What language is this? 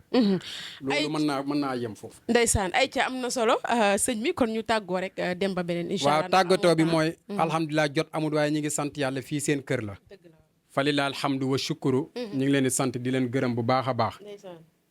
Wolof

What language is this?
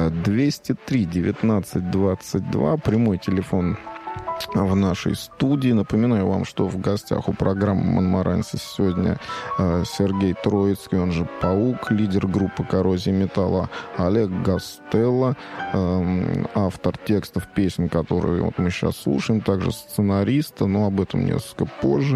Russian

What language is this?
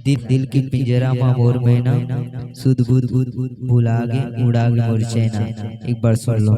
Chhattisgarhi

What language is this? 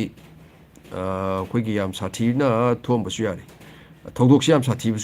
Manipuri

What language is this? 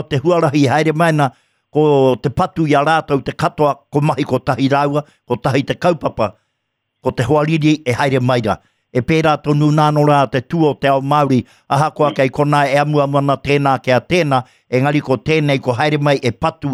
Māori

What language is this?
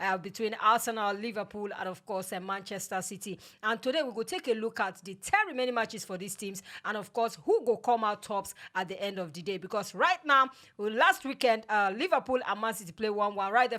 Nigerian Pidgin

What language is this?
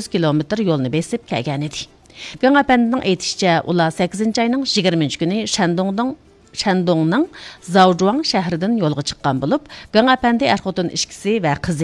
Uyghur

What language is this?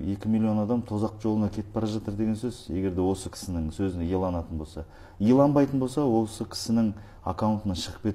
Kazakh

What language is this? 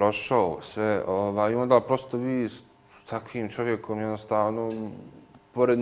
Bosnian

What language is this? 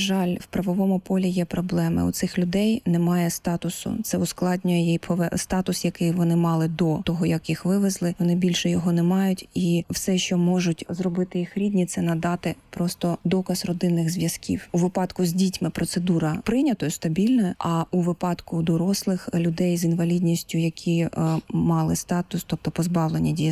Ukrainian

